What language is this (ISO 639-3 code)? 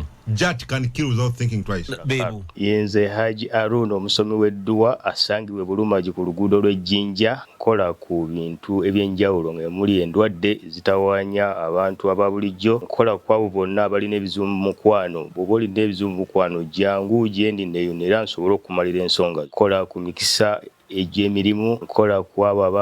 lug